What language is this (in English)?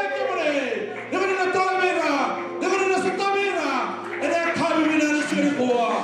Fijian